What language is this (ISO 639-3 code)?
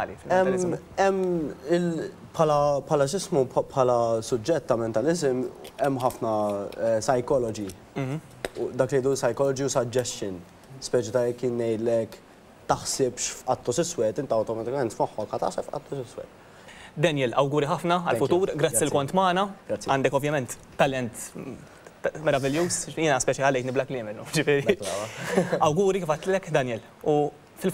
mlt